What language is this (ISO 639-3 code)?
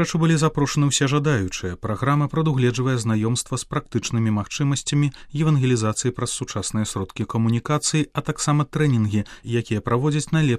bel